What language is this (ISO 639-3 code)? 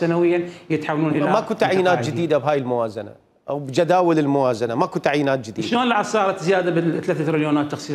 acm